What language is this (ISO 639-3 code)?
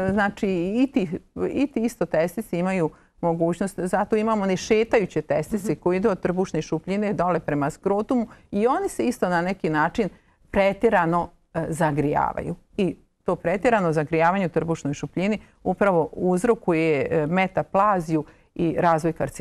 bos